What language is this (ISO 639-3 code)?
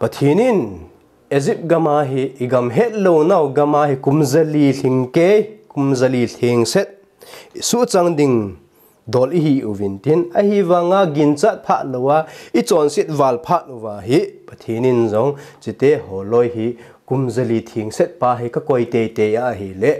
tcz